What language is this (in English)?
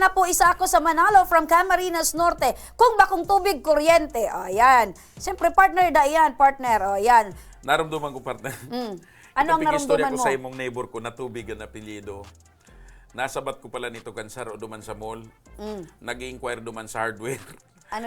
Bikol